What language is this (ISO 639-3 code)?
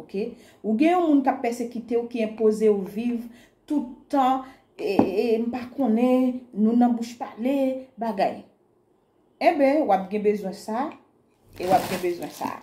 hat